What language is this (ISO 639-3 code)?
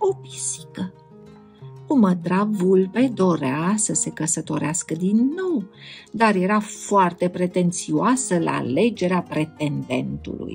ron